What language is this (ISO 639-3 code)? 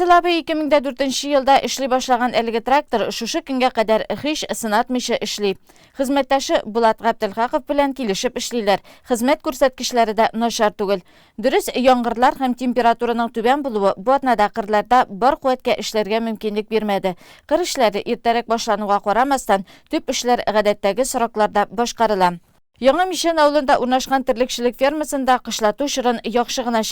tat